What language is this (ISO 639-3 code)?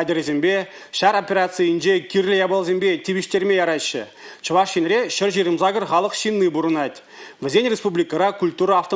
chv